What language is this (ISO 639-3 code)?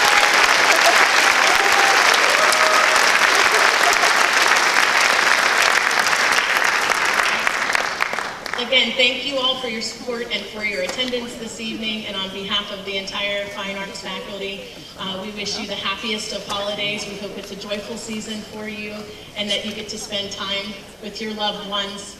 eng